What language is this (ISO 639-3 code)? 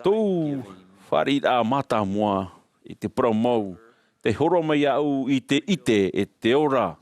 tah